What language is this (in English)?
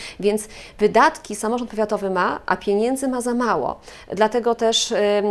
Polish